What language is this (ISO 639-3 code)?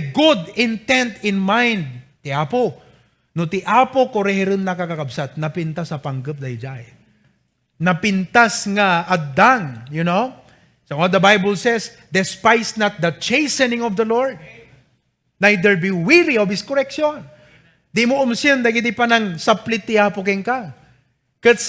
ilo